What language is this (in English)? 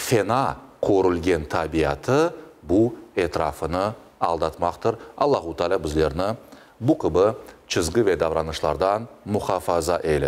Crimean Tatar